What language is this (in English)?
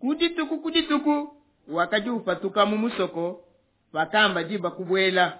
Luba-Lulua